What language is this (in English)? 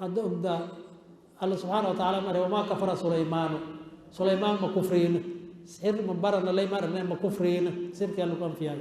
Somali